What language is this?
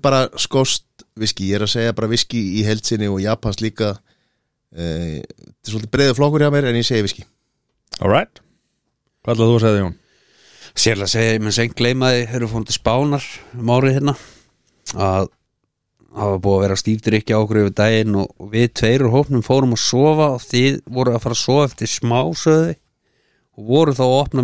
Icelandic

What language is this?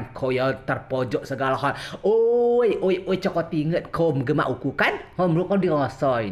Rejang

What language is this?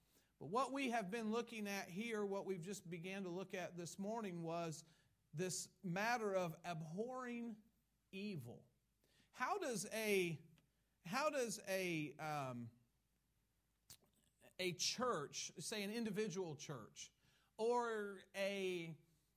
English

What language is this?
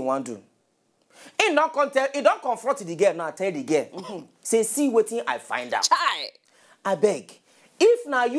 Nigerian Pidgin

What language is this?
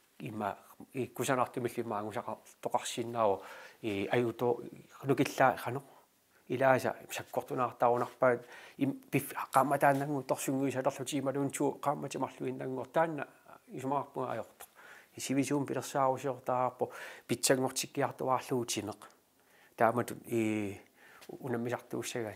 Kalaallisut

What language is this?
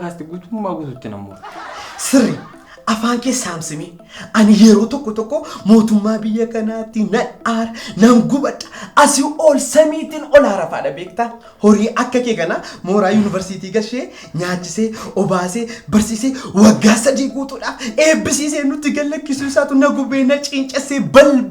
Oromo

